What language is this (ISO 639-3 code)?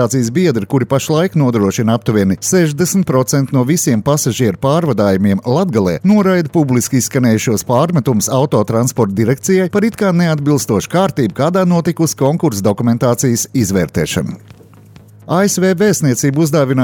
lav